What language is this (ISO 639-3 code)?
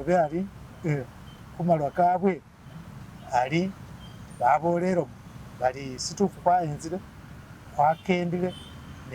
myx